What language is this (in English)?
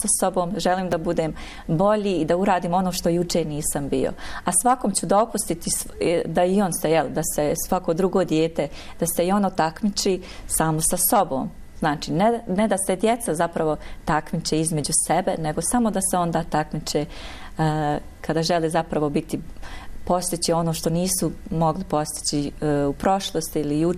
Bosnian